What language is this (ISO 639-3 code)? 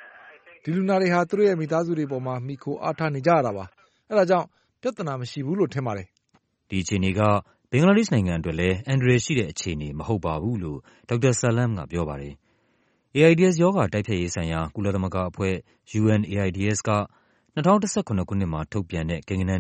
mya